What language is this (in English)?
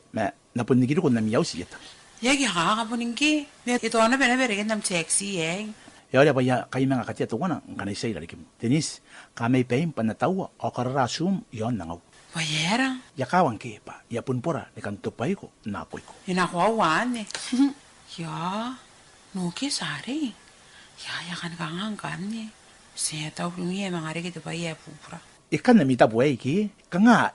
Gilbertese